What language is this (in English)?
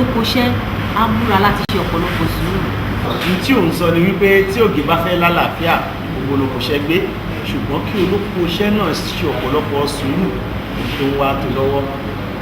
Yoruba